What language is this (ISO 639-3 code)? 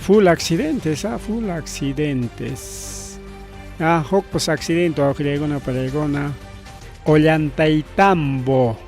quy